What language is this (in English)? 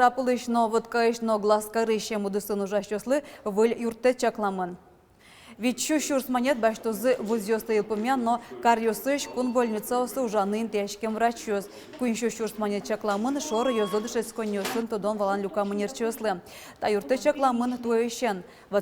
Udmurt